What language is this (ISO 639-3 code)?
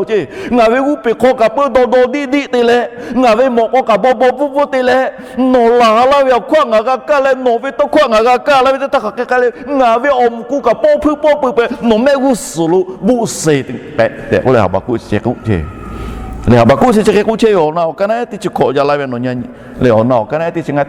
lhu